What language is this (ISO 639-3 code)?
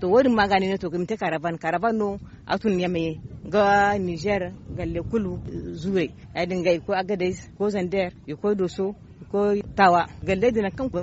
dje